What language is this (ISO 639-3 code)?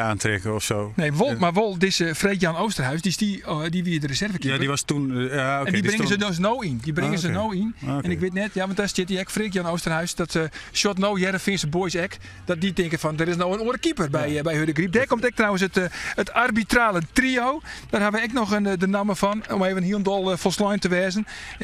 fry